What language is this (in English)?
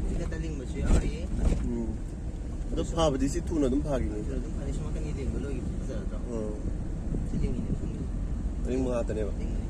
Manipuri